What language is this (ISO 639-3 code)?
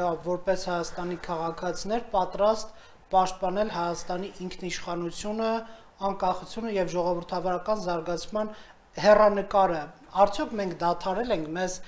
hye